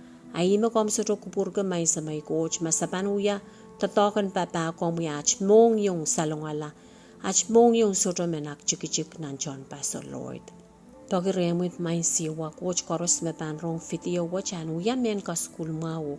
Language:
Pohnpeian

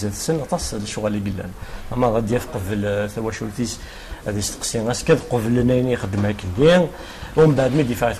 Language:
Kabyle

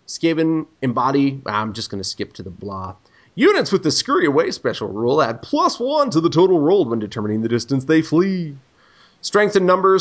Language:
English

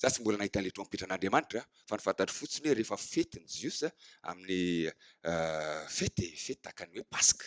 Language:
Malagasy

